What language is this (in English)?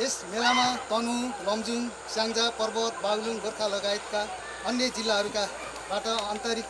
Nepali